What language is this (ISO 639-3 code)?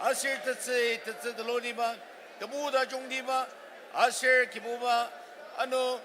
njo